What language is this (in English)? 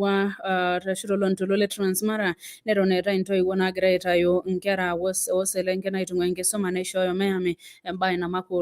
Masai